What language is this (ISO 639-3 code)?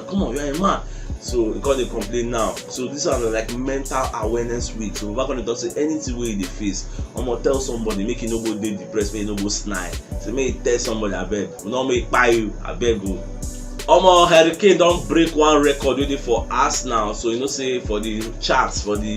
pcm